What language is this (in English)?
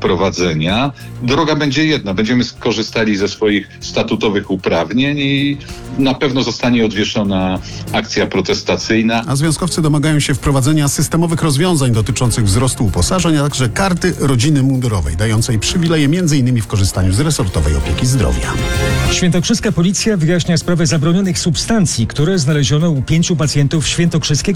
Polish